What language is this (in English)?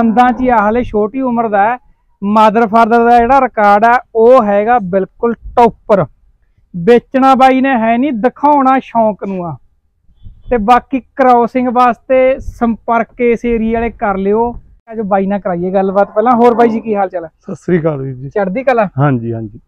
Punjabi